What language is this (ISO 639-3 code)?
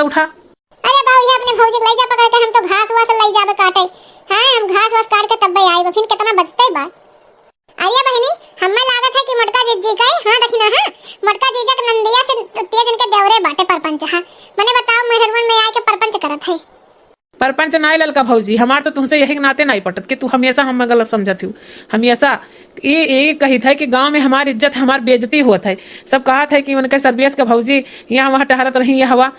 awa